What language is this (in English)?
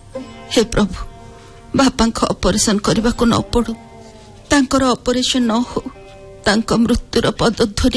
Odia